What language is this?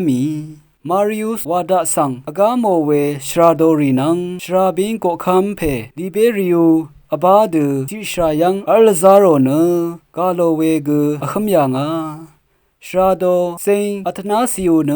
Rawang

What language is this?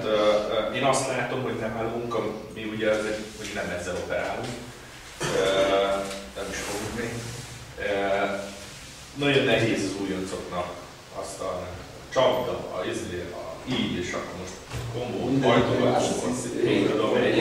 Hungarian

